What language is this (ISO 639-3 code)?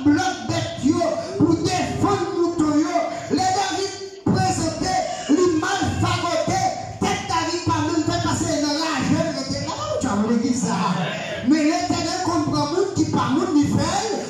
hat